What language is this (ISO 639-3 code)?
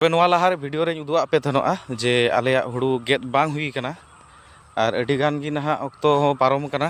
sat